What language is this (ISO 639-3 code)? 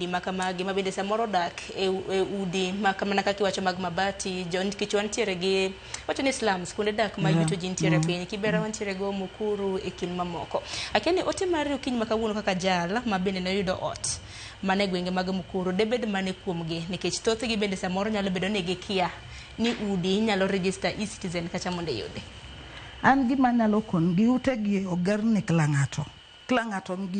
luo